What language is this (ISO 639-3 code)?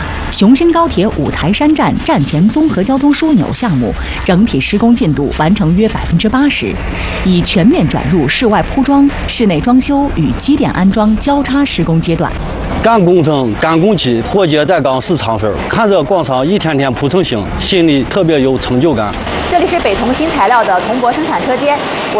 zho